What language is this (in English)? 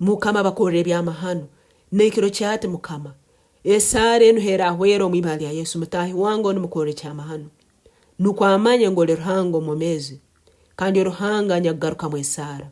Nyankole